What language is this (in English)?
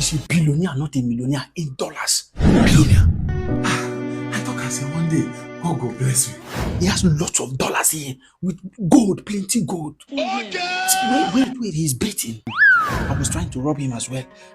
Nigerian Pidgin